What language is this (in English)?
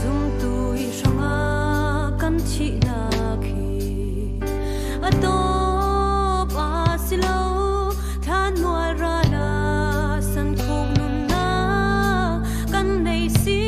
Falam Chin